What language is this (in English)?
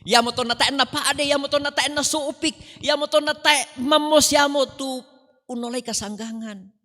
Toraja-Sa'dan